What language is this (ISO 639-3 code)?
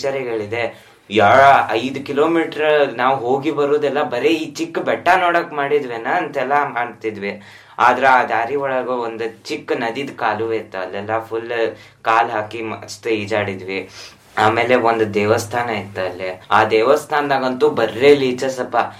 kan